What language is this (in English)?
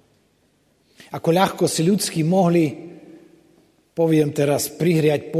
Slovak